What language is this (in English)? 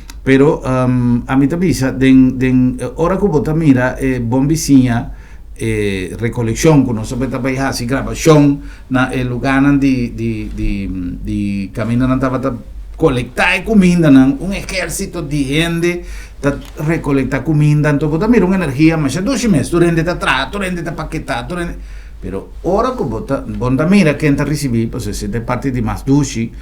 Papiamento